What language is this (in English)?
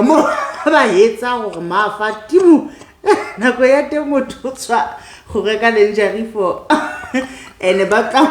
Southern Sotho